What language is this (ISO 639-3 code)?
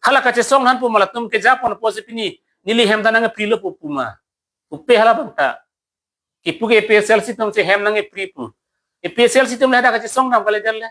mjw